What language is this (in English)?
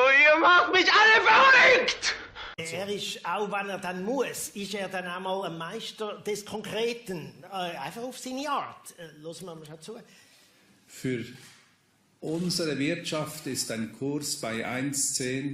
Swiss German